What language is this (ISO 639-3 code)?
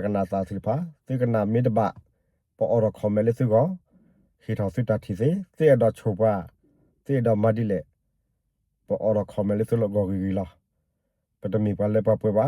ksw